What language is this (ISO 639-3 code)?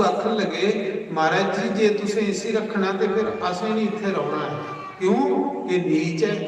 doi